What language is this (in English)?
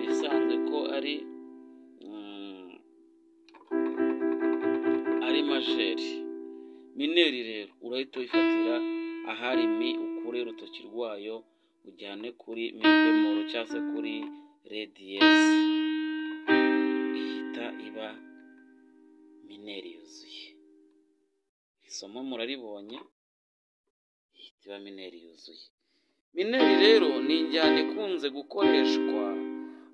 Kinyarwanda